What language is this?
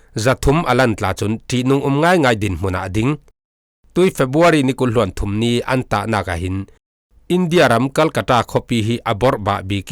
Falam Chin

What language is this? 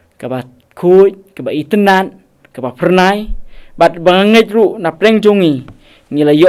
Khasi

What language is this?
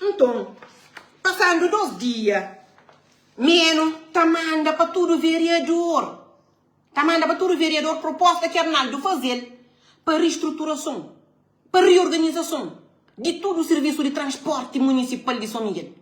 Kabuverdianu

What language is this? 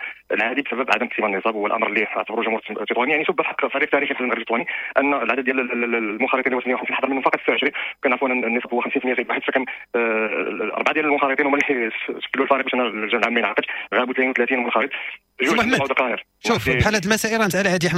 Moroccan Arabic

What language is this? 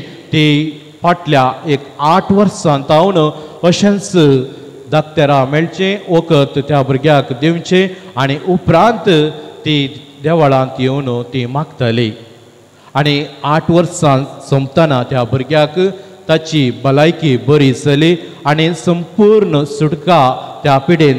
Konkani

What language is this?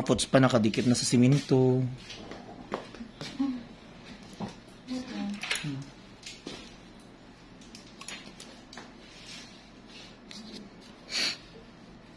Filipino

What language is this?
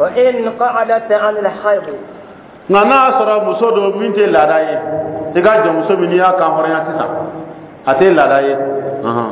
Dyula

